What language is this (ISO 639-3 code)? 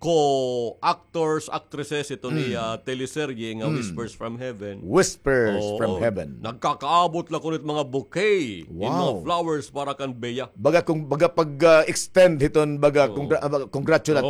war